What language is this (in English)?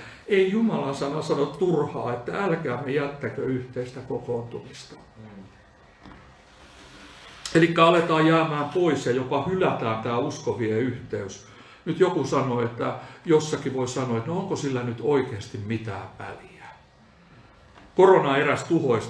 Finnish